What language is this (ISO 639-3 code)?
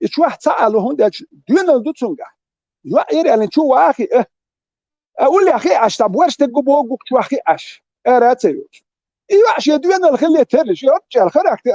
che